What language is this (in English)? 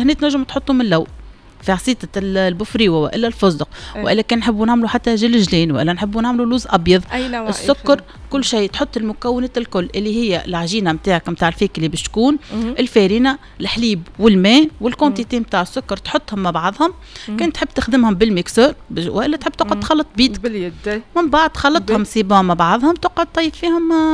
Tunisian Arabic